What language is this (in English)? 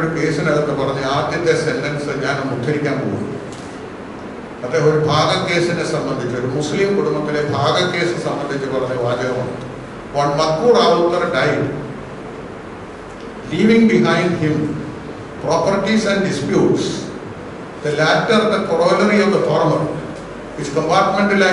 Malayalam